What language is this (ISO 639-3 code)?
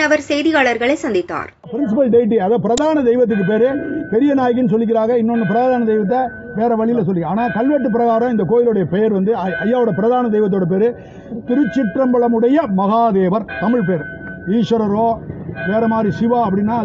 tam